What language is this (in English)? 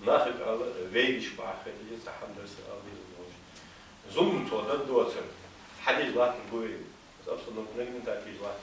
Ingush